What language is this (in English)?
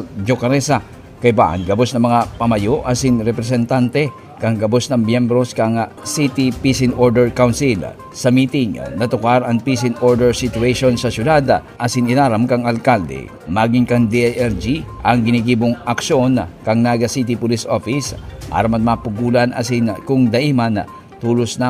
Bikol